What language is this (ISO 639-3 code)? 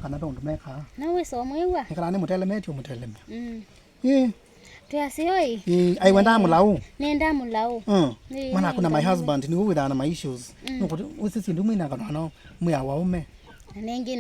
kam